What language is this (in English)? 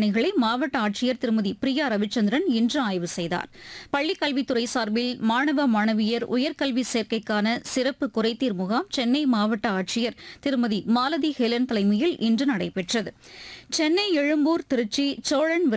Tamil